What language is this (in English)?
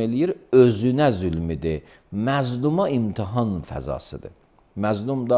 Azerbaijani